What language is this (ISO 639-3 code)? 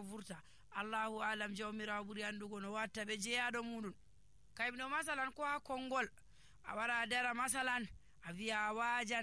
fuv